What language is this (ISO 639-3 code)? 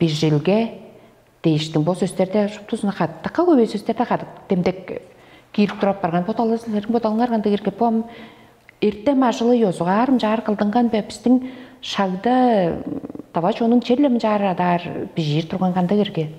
tyv